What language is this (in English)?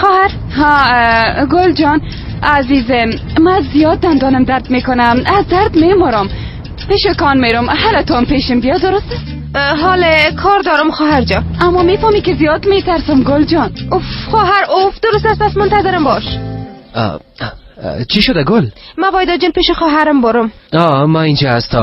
Persian